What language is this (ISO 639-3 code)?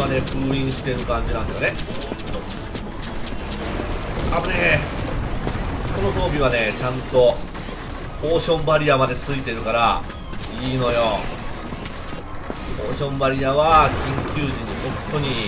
jpn